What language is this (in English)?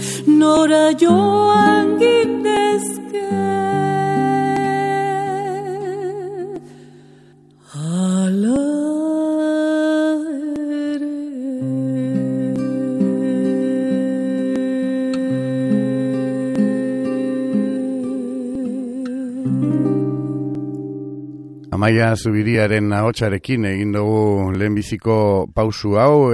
Basque